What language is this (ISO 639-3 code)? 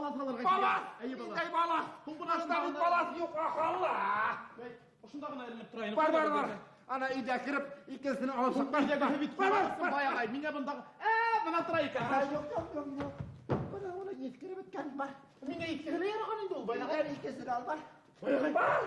bak